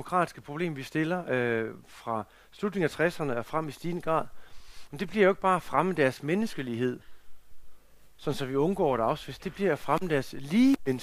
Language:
Danish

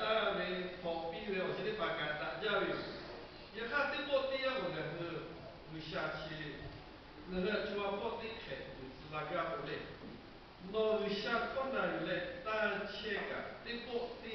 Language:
Lahu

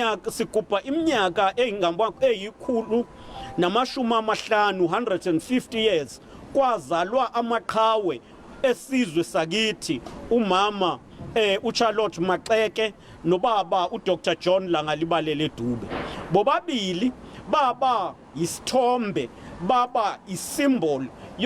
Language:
Zulu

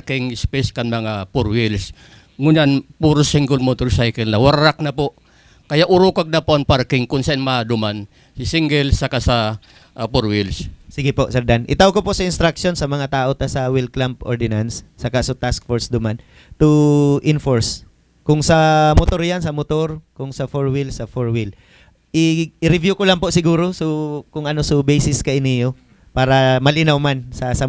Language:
Bikol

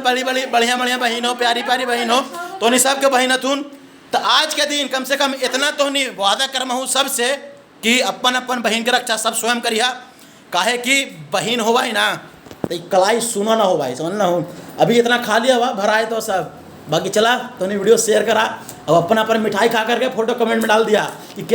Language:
Magahi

